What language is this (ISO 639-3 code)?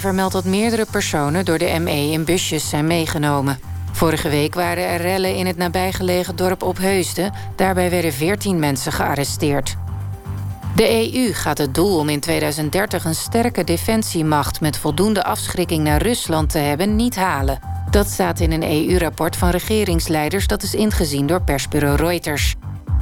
nld